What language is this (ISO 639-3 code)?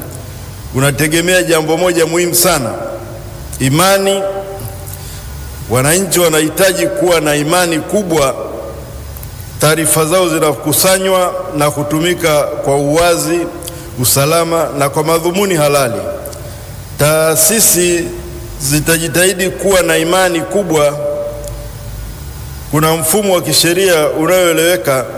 swa